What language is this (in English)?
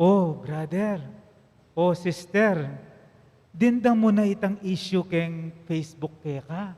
Pampanga